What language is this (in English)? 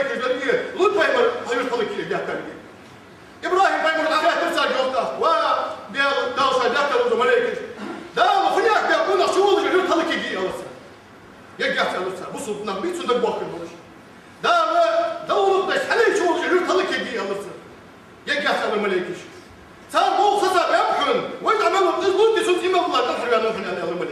Ingush